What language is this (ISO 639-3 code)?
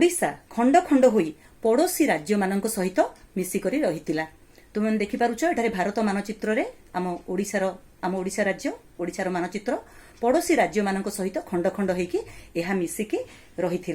ori